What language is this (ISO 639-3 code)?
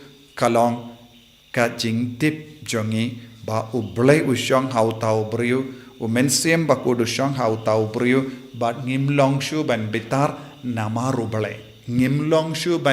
kha